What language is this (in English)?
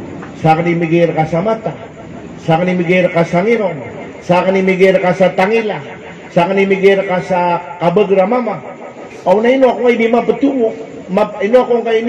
Maranao